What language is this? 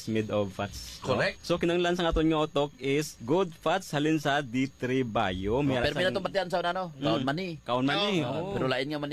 Hiligaynon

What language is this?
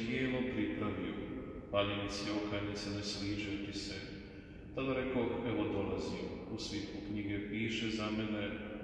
Croatian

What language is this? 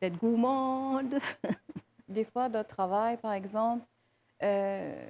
Morisyen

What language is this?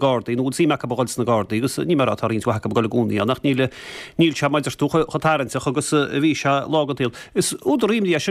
Irish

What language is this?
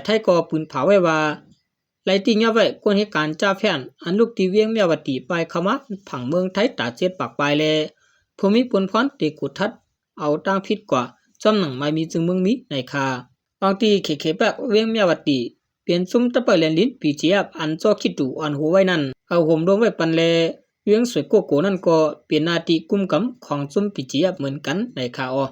Shan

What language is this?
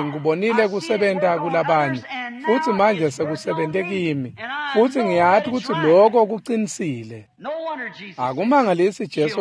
Swati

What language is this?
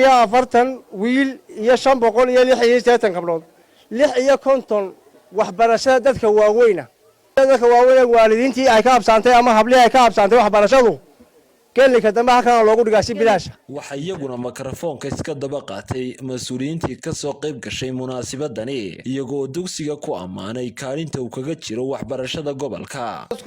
Somali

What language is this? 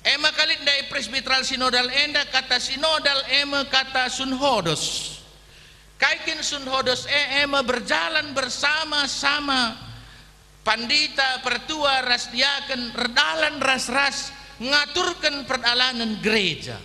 Batak Karo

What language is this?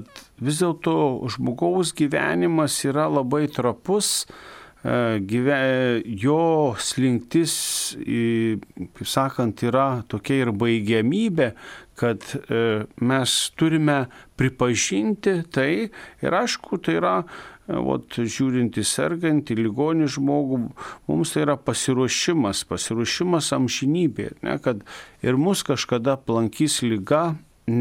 Lithuanian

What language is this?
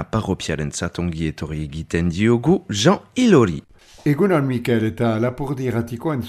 Basque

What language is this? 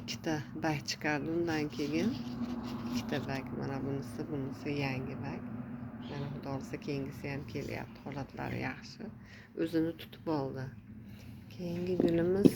Uzbek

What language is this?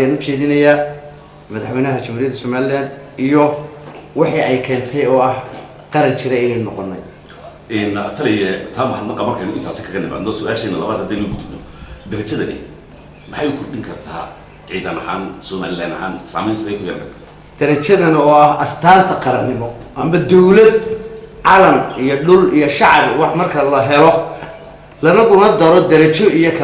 Somali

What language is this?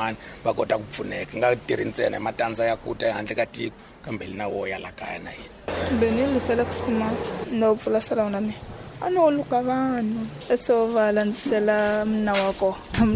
Tsonga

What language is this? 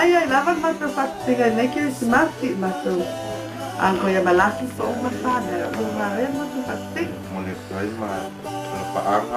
Samoan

